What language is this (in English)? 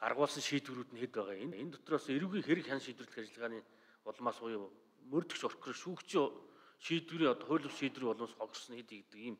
Mongolian